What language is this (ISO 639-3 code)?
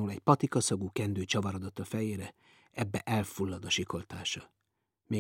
hun